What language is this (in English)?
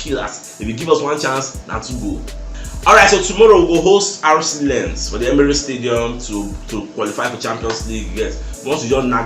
Nigerian Pidgin